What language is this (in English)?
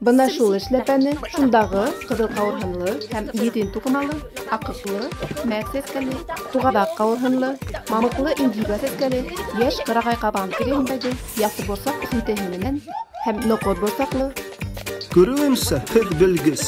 Bashkir